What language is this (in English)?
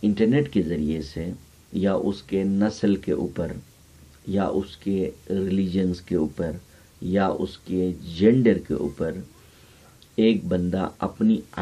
Urdu